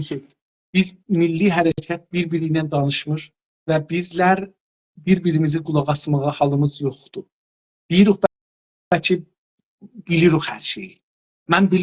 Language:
South Azerbaijani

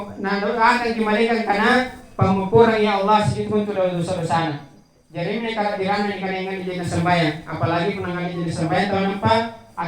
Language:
Makasar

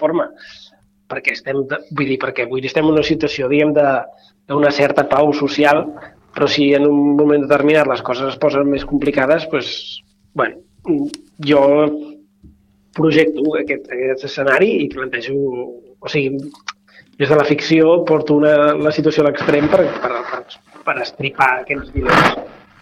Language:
Catalan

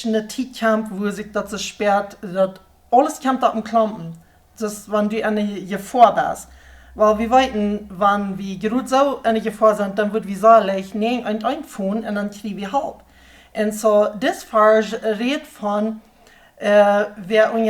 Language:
Plautdietsch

